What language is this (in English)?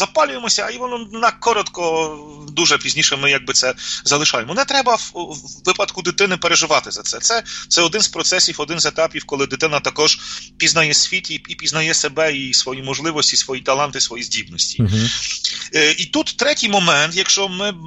Ukrainian